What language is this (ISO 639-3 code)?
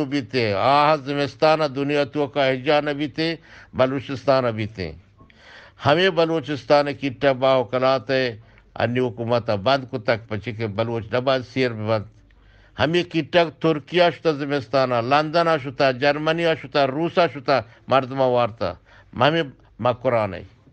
bgp